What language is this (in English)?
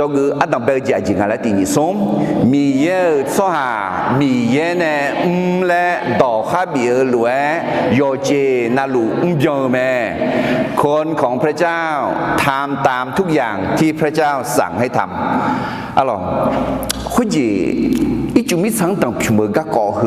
Akha